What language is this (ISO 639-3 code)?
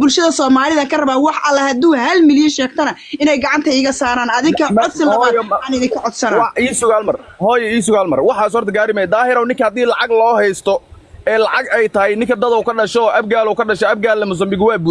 som